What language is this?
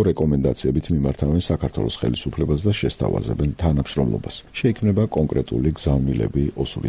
Georgian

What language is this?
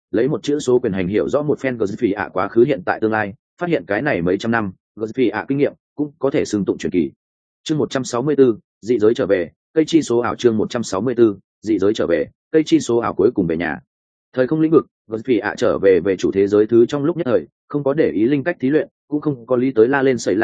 Vietnamese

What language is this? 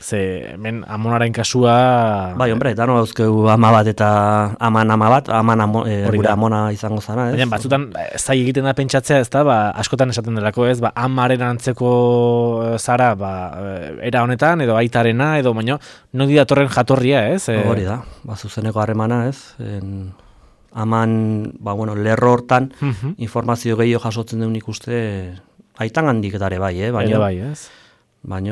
Basque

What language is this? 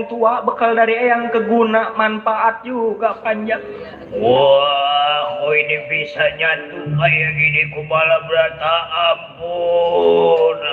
Betawi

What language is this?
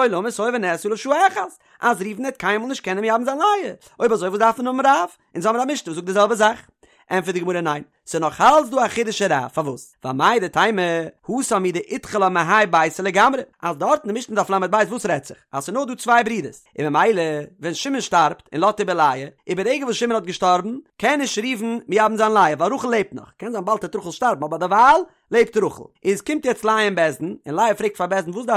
Yiddish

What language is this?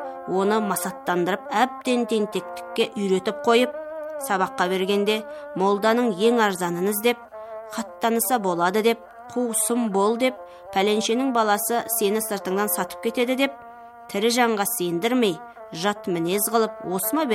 Kazakh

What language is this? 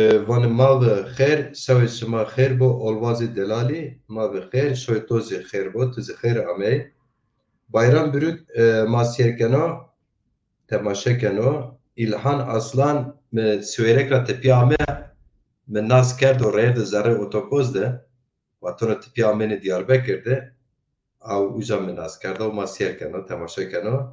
Zaza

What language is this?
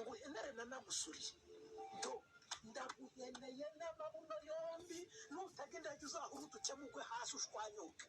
Kinyarwanda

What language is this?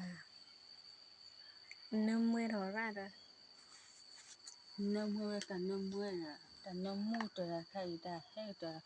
S'gaw Karen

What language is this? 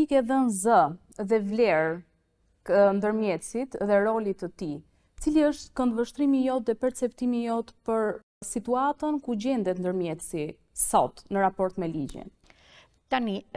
Albanian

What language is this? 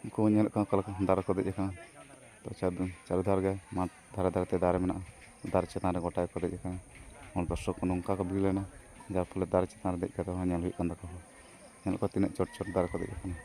Santali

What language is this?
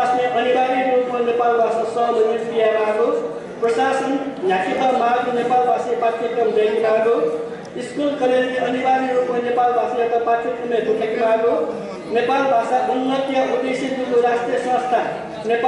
Newari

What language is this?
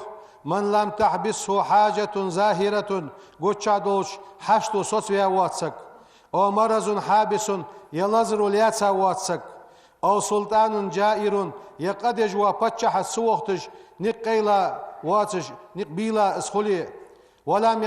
Ingush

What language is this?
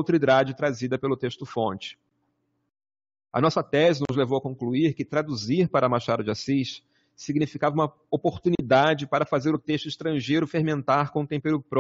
Portuguese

